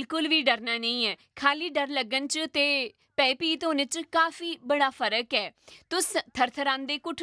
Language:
Dogri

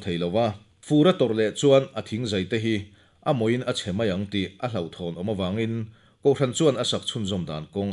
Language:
Mizo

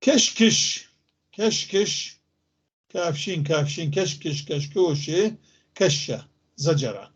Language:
North Levantine Arabic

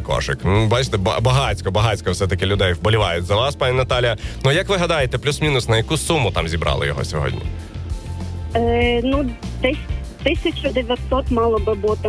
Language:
Ukrainian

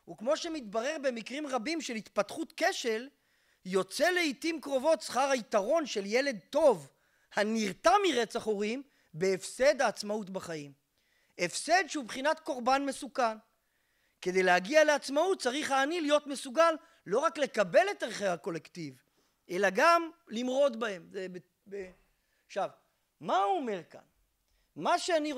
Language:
Hebrew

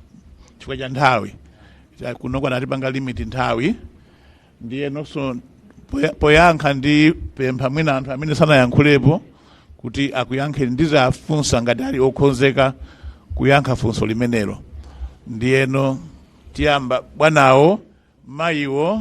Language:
Nyanja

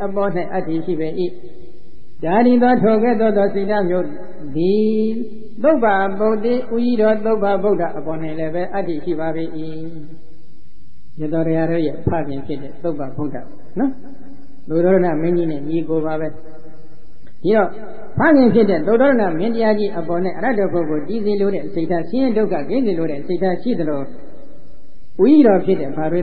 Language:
Burmese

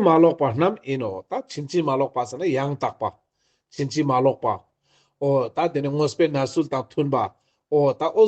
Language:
Ladakhi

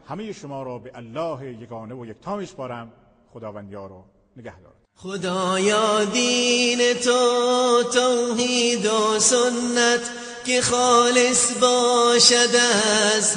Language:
Persian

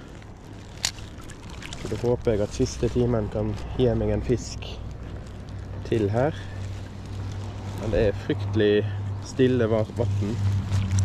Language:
Norwegian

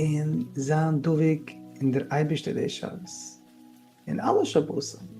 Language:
Yiddish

